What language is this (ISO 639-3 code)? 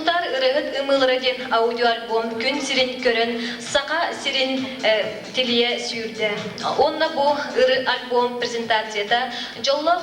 sah